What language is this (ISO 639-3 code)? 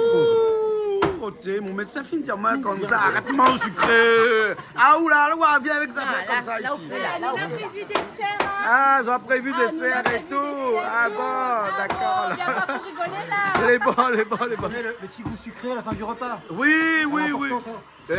rcf